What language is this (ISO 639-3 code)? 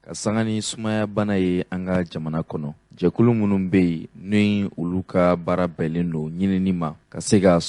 bam